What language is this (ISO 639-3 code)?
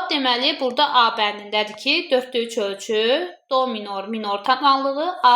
aze